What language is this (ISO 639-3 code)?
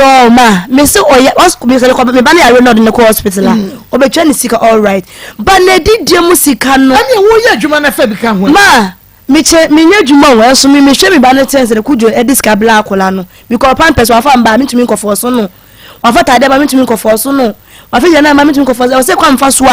aka